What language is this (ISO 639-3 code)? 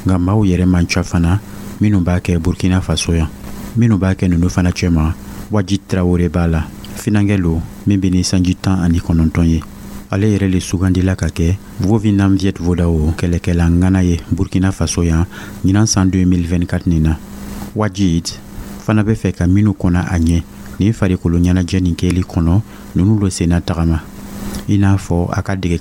dyu